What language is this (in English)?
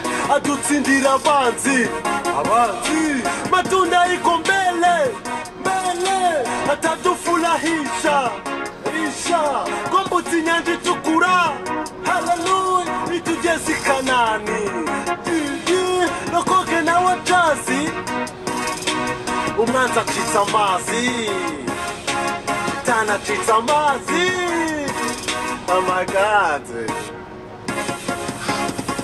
Kinyarwanda